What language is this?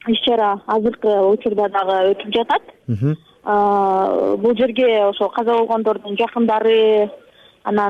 Kyrgyz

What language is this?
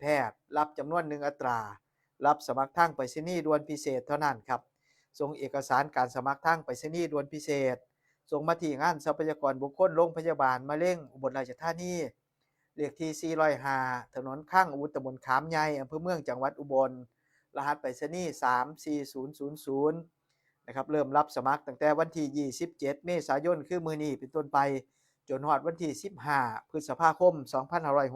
Northeastern Thai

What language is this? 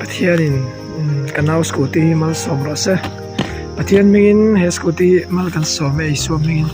Mizo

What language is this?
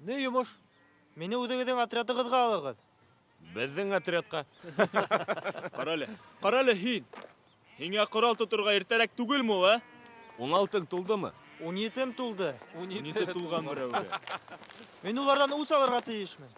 Bashkir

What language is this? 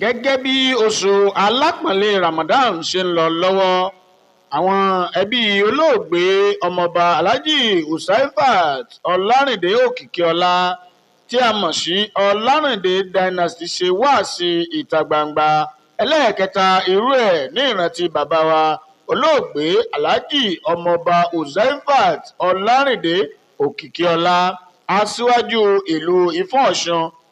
Yoruba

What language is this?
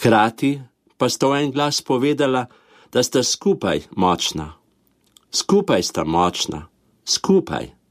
Slovenian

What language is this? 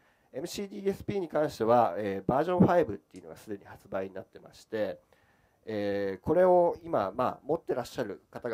Japanese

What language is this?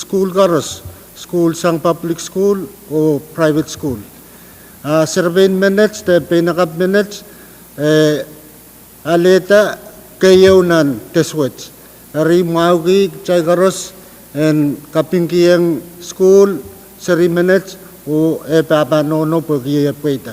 Pohnpeian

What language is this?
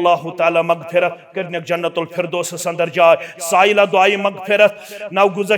Kashmiri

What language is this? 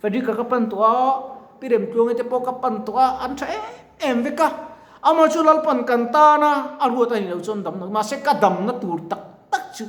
Mizo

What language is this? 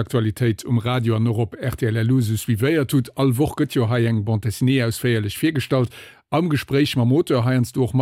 Luxembourgish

